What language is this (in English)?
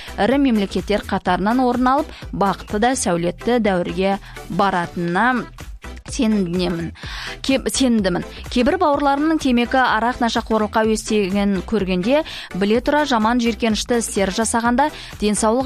Kazakh